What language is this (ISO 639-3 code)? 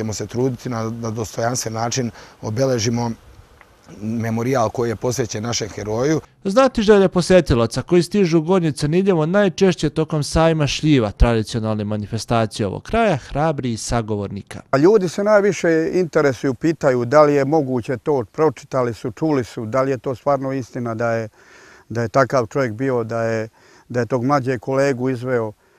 srp